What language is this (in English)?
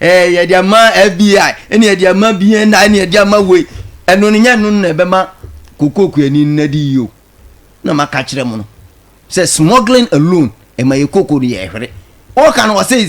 Akan